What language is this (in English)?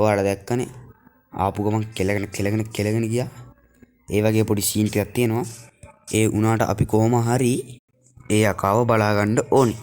Sinhala